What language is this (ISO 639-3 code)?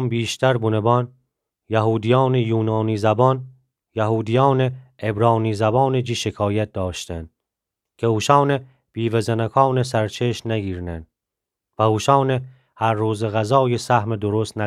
glk